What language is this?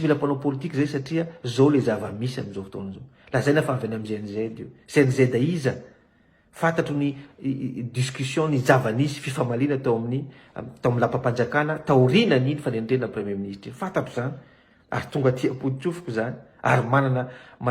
Malagasy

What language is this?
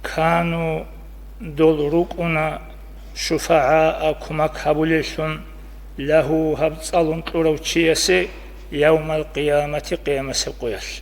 Avaric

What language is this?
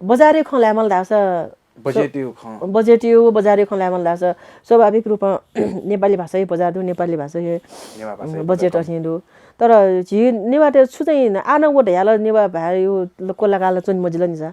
Newari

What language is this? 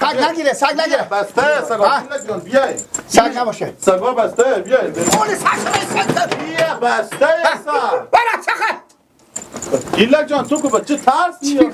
Persian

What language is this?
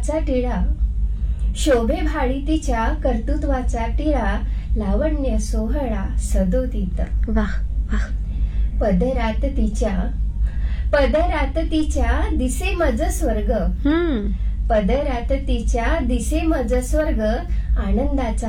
Marathi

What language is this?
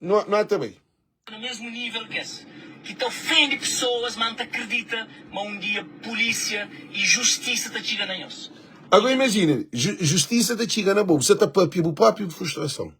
Kabuverdianu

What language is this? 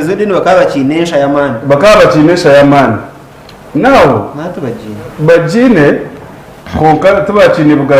Nyankole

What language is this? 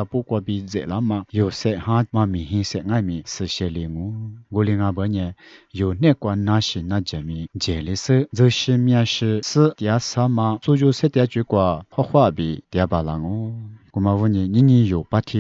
Lisu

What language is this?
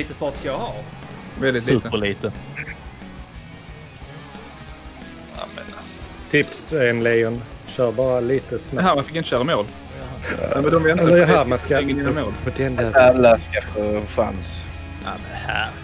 Swedish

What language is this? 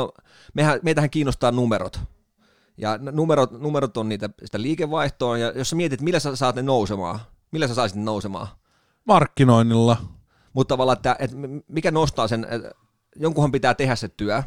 Finnish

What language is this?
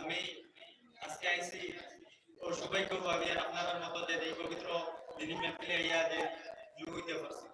Sylheti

